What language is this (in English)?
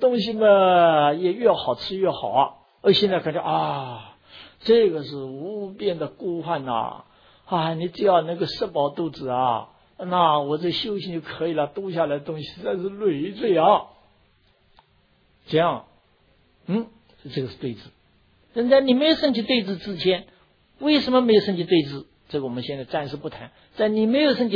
Chinese